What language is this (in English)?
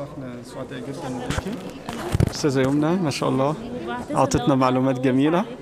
Egyptian Arabic